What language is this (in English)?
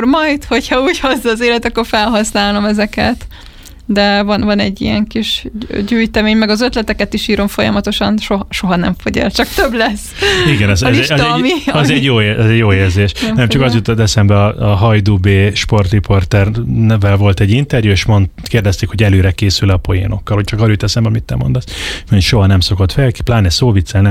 Hungarian